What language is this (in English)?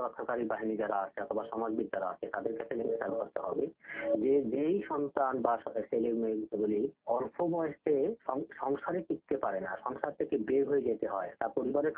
Bangla